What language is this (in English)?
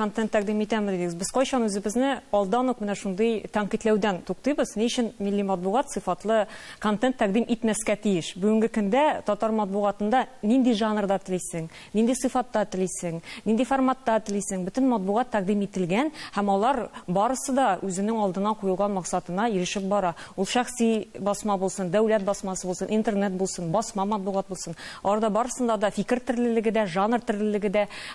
Tatar